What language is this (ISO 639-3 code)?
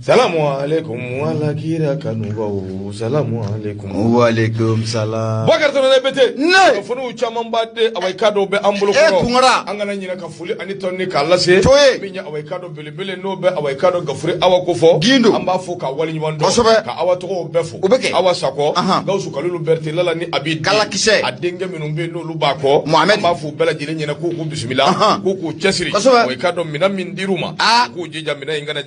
bam